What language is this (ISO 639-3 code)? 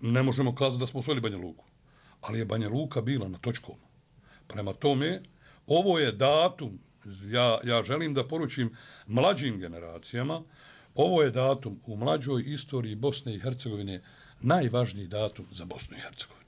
bos